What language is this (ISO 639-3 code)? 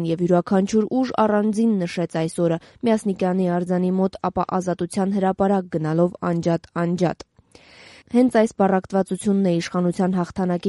hye